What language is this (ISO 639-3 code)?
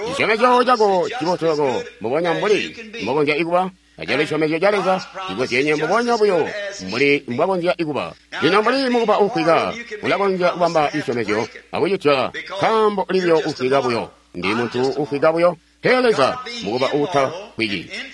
toi